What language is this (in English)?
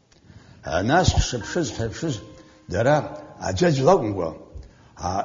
Abkhazian